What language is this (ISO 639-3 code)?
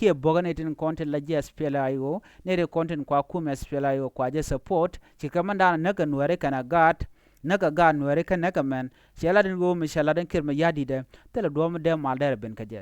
nus